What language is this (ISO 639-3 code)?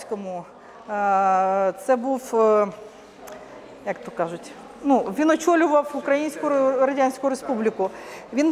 ukr